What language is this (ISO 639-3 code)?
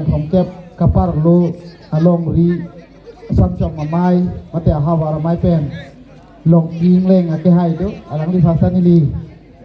mjw